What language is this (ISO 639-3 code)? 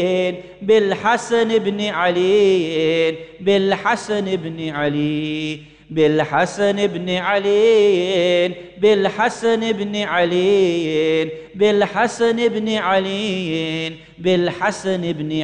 ara